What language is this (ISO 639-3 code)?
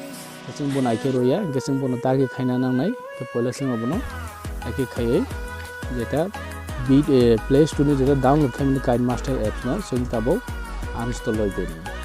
trp